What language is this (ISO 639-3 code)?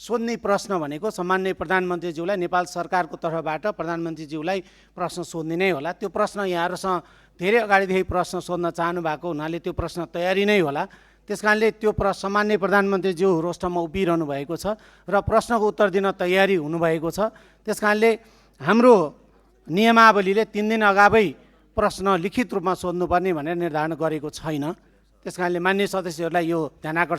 nep